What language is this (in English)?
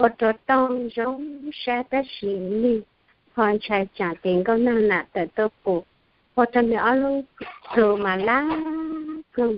Hmong